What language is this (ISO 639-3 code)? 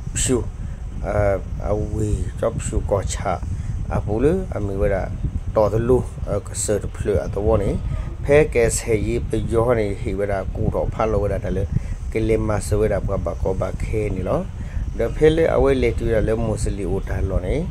ksw